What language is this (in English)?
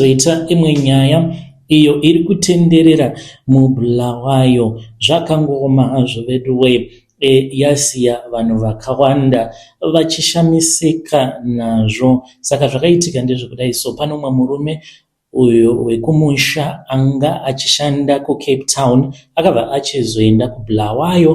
Shona